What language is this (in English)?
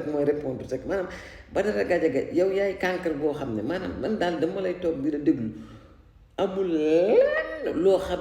Wolof